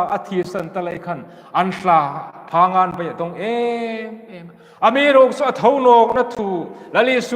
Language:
Hmar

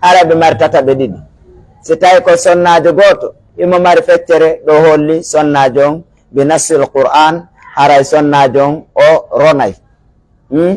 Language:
Pular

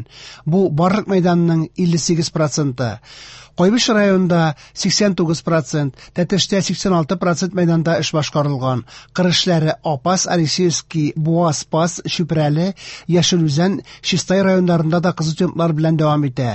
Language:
Tatar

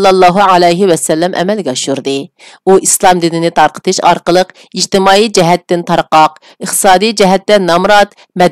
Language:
Uyghur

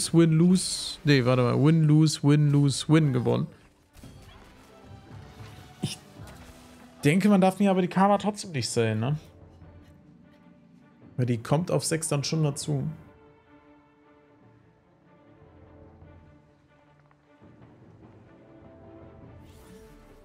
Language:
German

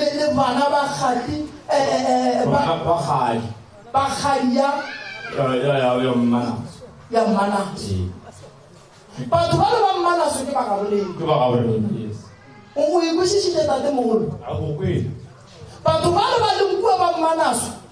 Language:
Northern Sotho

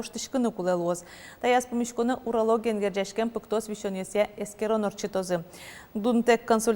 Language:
Udmurt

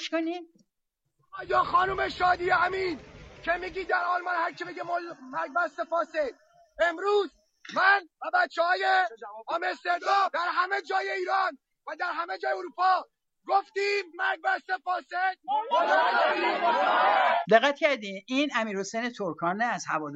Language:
Persian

